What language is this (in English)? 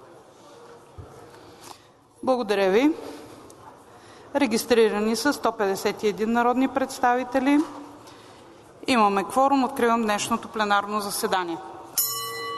Bulgarian